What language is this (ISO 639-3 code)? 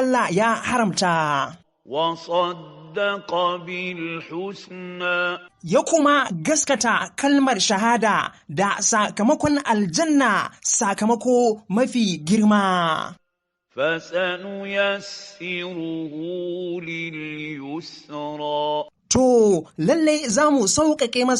hau